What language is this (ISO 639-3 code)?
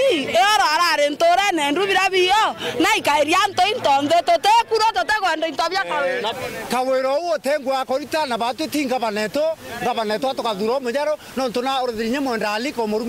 mer